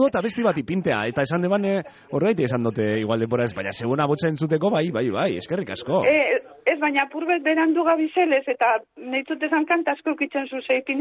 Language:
Basque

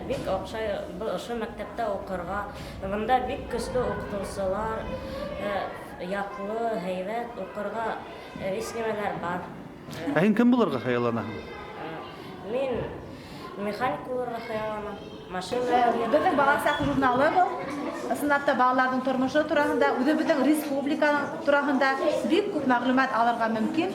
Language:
Bashkir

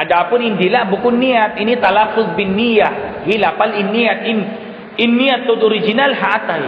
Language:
Tausug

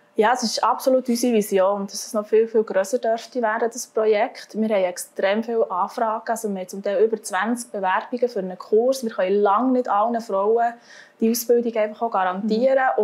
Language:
Swiss German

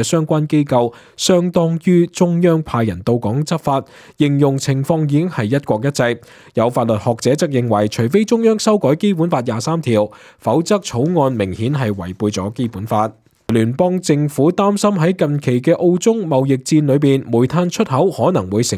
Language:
Cantonese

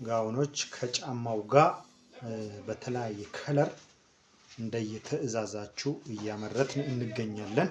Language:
Amharic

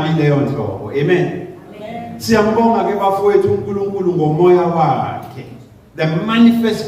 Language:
Zulu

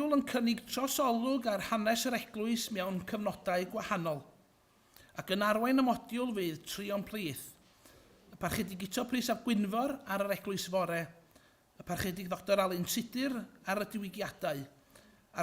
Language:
Welsh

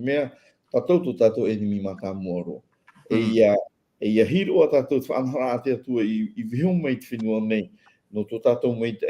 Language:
Tahitian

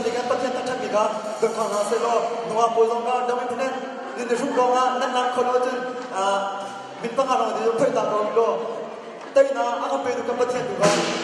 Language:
Hakha Chin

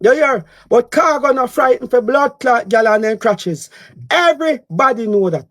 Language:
Jamaican Creole English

